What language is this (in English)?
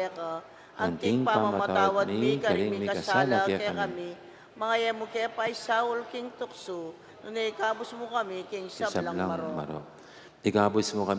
Pampanga